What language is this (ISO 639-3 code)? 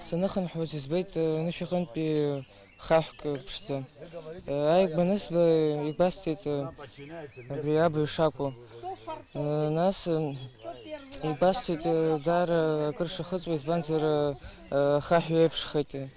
abk